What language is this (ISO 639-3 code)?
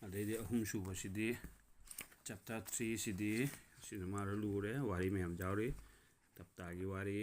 mni